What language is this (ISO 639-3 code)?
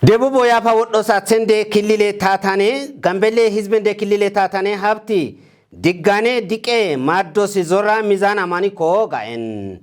kbr